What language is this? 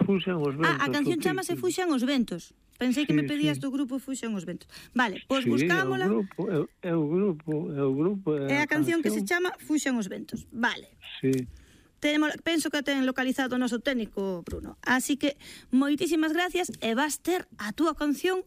Galician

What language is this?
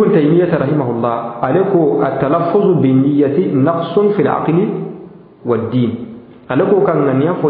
Bambara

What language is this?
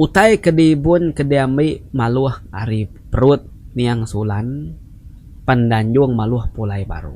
Iban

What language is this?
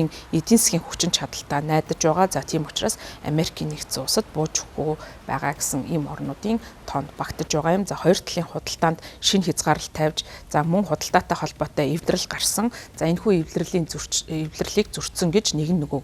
Mongolian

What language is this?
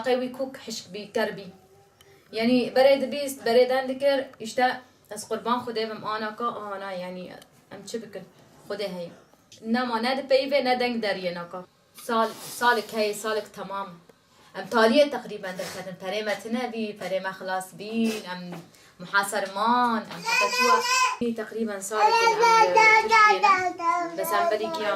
Kurdish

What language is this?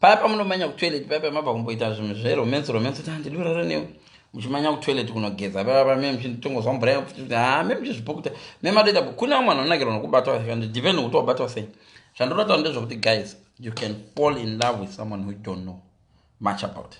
Shona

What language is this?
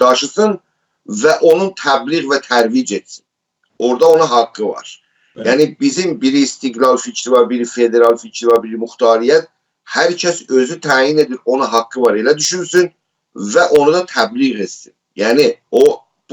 South Azerbaijani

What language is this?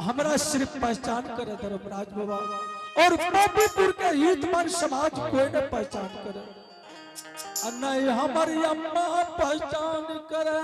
Angika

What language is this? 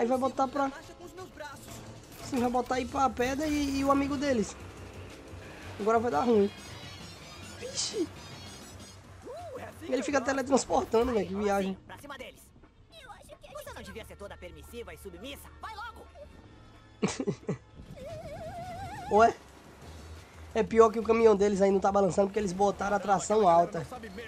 Portuguese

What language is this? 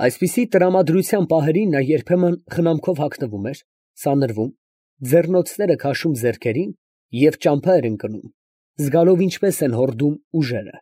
Armenian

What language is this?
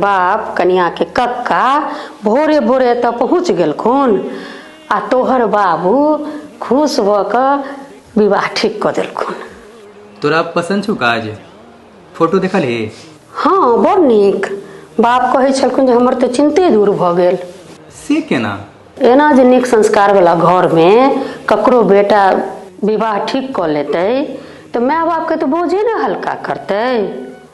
Maithili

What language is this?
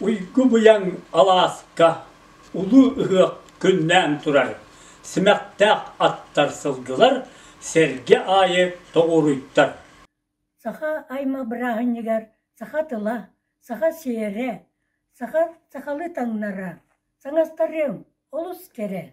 Yakut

